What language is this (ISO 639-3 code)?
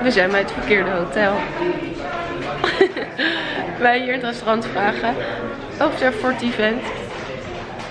nld